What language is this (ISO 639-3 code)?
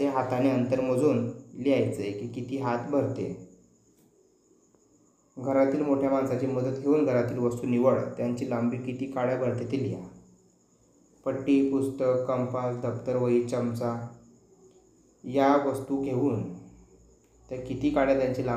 mar